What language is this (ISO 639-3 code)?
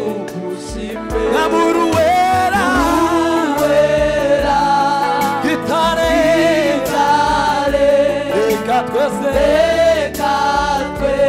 kin